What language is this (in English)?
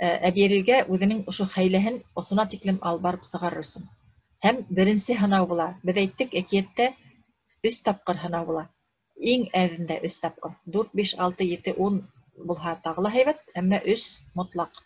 Bashkir